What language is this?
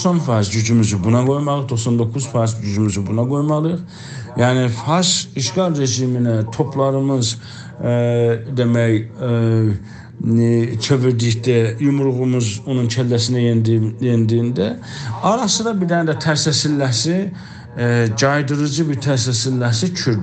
South Azerbaijani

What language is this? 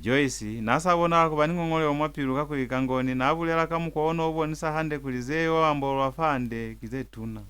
Lozi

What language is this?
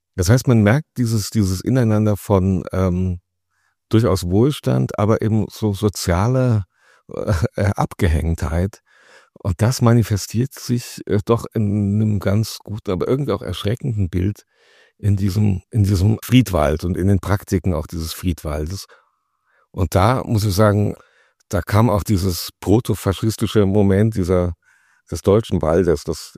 German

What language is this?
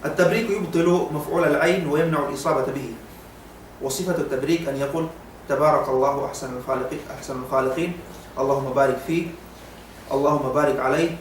Yakan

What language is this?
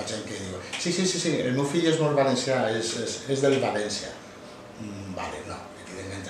Catalan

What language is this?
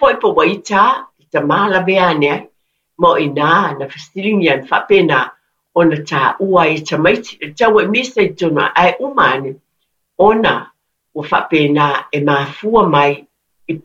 Samoan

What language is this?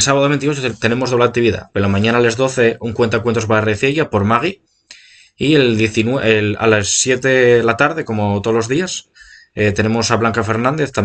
Asturian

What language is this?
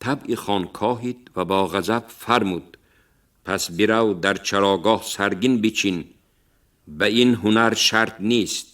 Tajik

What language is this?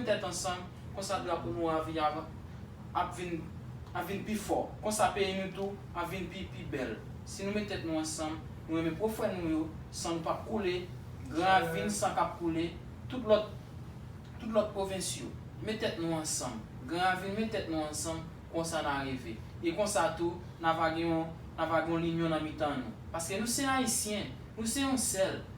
Haitian Creole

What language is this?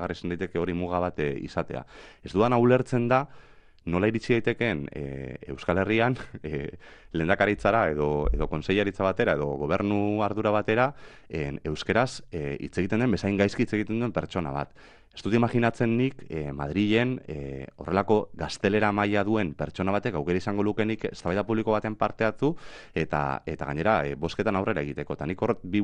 Basque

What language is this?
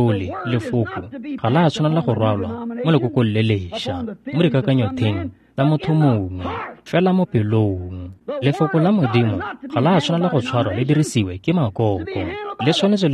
Tswana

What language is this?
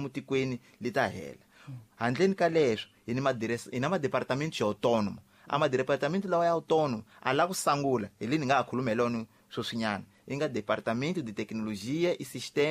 Tsonga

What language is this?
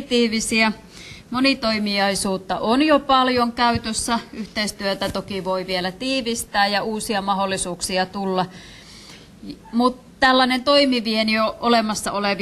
Finnish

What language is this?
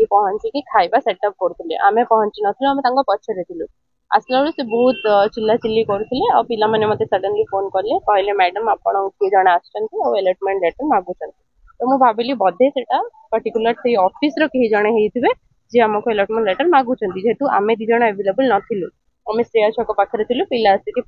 Odia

